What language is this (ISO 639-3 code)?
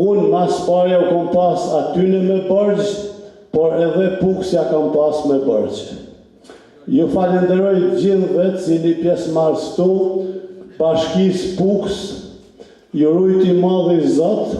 sqi